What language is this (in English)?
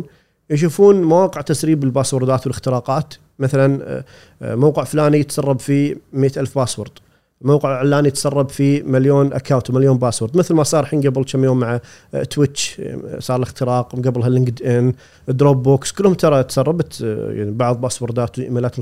Gulf Arabic